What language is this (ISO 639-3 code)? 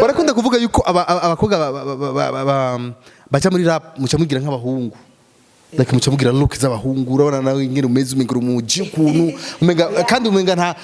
run